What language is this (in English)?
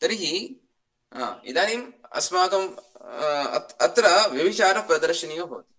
Sanskrit